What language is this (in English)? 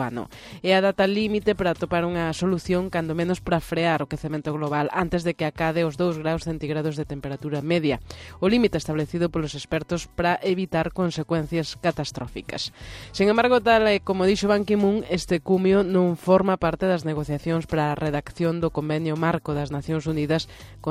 Galician